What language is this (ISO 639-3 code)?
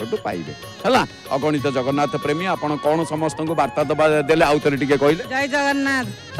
ori